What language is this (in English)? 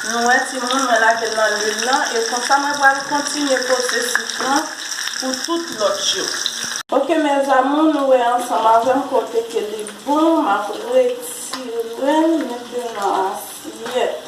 Haitian Creole